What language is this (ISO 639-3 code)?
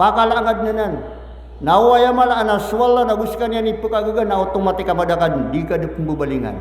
mrw